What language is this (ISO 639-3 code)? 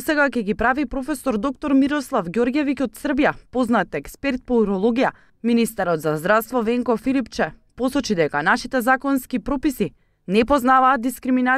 mkd